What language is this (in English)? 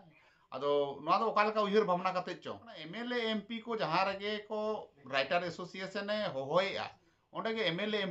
Santali